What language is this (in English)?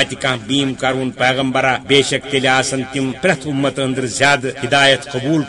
Kashmiri